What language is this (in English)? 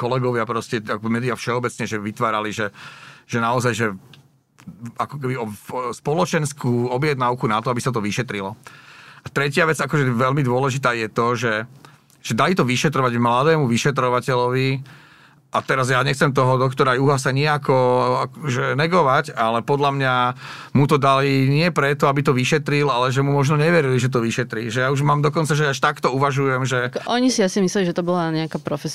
Slovak